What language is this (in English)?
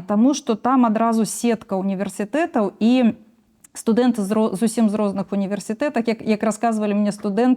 Belarusian